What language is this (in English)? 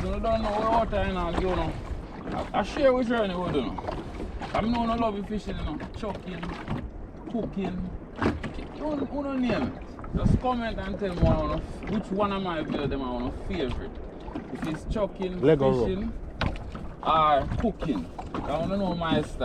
Jamaican Creole English